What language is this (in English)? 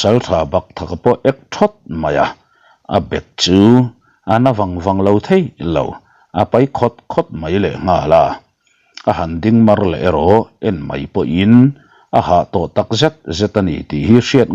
Mizo